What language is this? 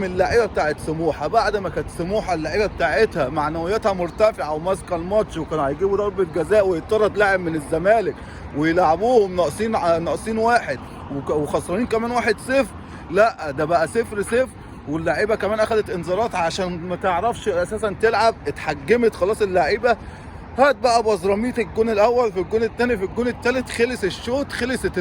Egyptian Arabic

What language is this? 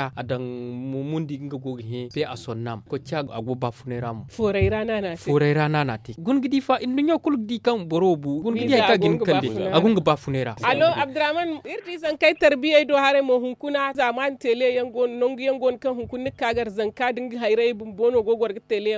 Zarma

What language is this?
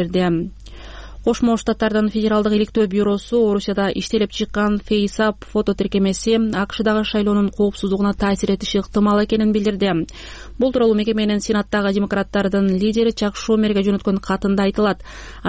Kyrgyz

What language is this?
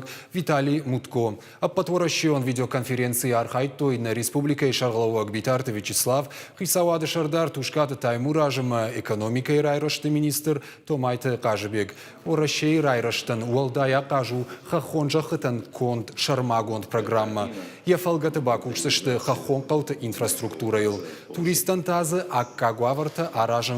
Ossetic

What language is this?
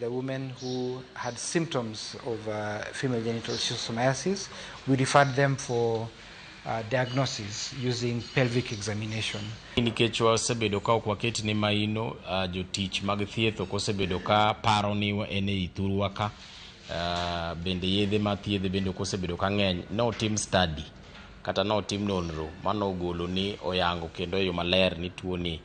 Luo (Kenya and Tanzania)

